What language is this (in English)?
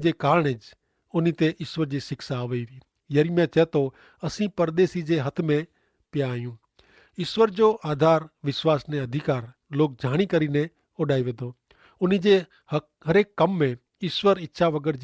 Kachhi